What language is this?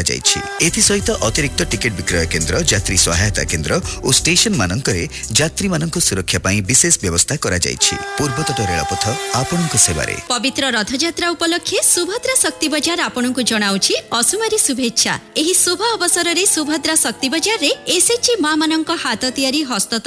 Odia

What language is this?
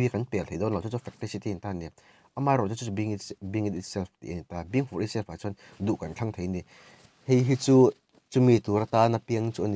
Mizo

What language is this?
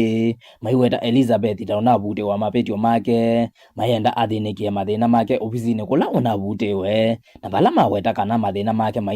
Kamba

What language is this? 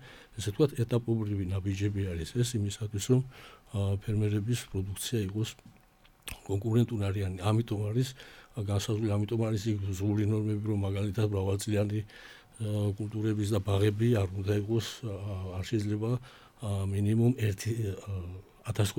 Georgian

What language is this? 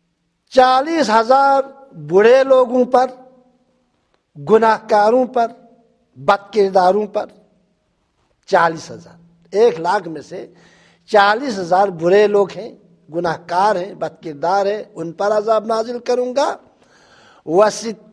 Urdu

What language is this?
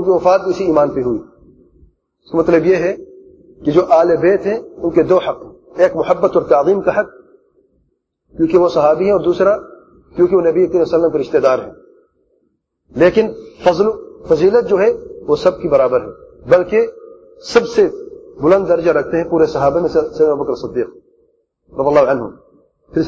Urdu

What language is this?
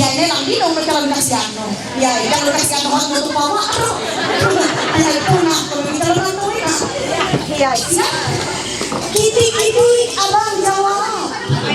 Ma'anyan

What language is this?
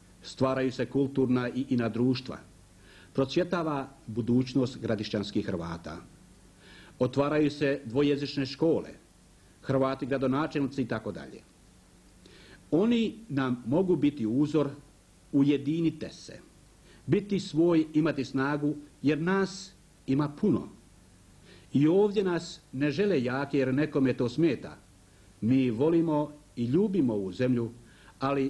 Croatian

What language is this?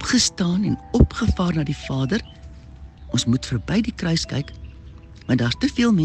Afrikaans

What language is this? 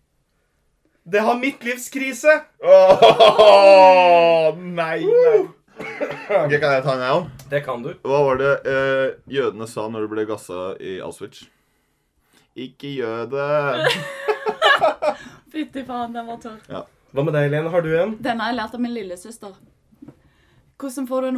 Norwegian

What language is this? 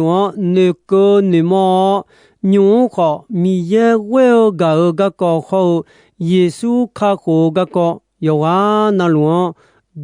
Akha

